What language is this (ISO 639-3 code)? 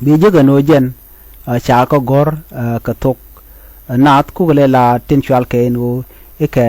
nus